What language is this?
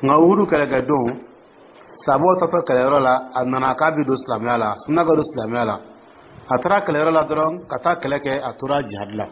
Dyula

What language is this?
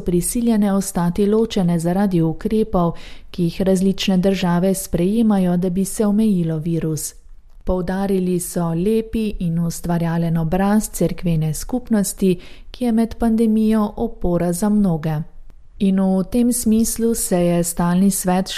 Slovenian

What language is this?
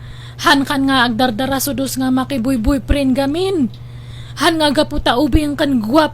Iloko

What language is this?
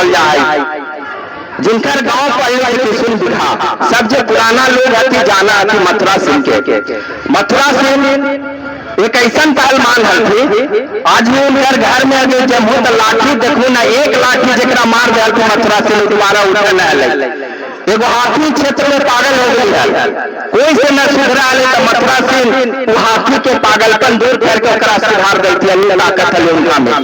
Magahi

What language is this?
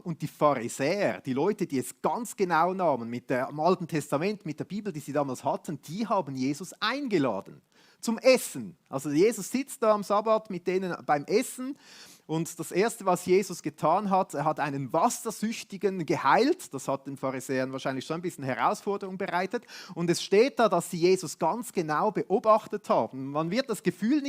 Swiss German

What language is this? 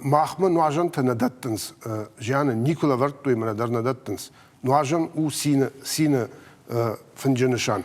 Ossetic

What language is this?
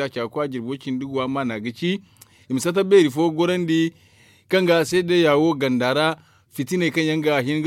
Zarma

